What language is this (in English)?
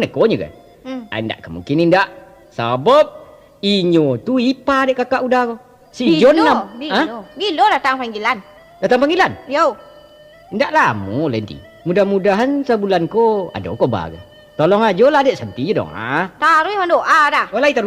Minangkabau